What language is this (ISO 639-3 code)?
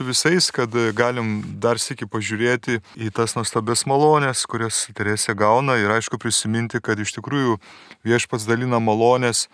lit